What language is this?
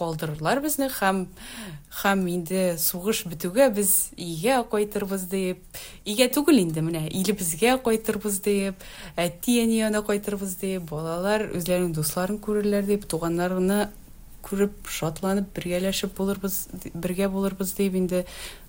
Tatar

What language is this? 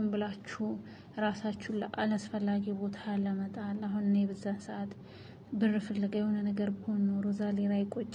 Amharic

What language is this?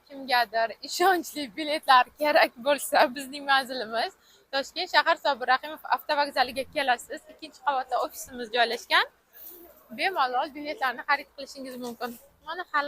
Uzbek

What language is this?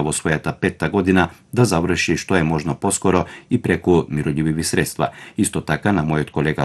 Macedonian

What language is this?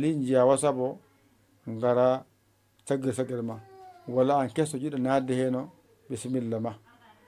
Fula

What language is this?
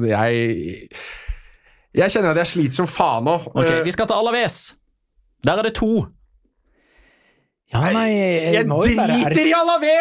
Norwegian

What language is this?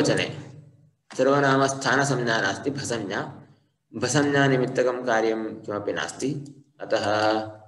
Sanskrit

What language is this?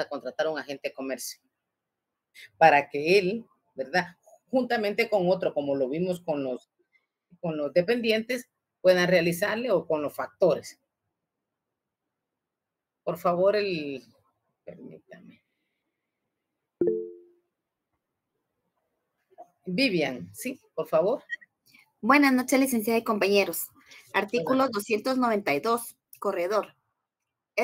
Spanish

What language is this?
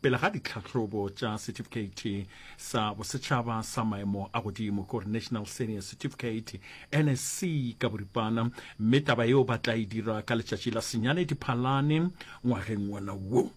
Northern Sotho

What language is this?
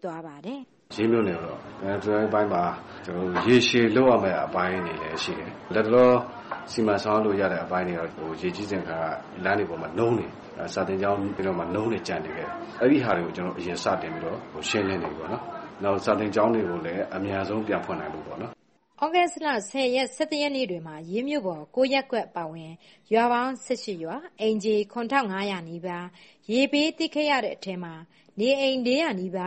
Burmese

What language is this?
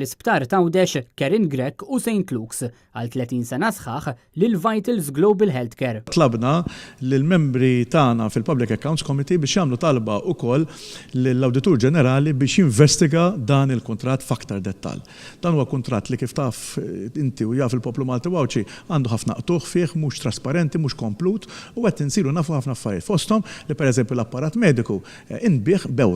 Maltese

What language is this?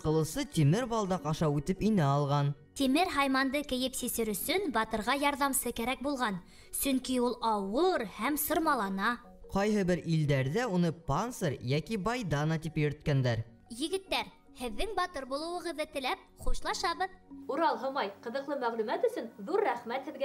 Bashkir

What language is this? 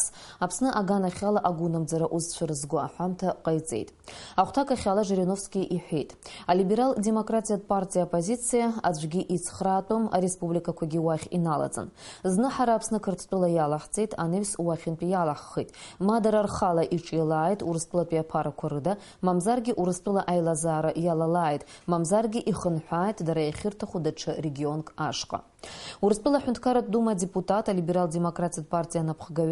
Abkhazian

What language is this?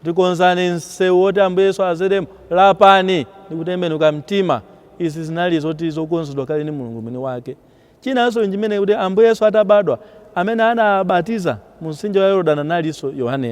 Nyanja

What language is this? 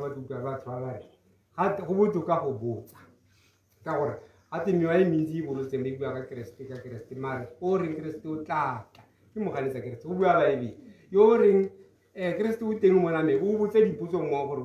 Tswana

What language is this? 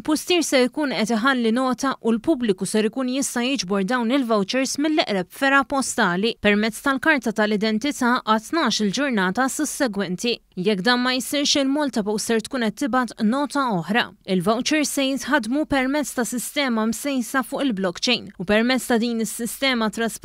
Maltese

